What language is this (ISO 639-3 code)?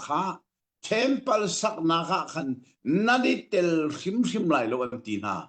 cnh